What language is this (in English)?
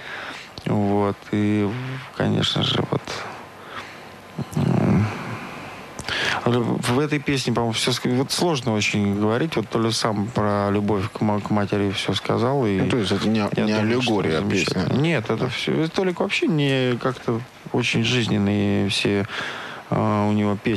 Russian